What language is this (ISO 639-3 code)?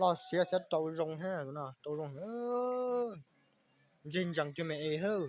hmn